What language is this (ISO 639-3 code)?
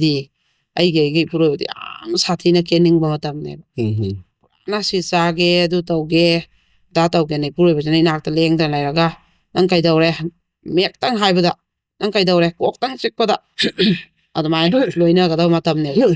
mni